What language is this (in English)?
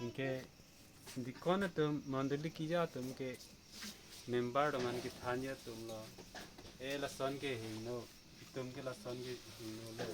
Karbi